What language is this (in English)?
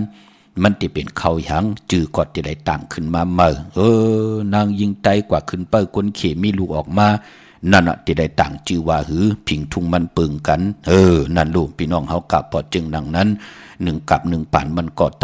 Shan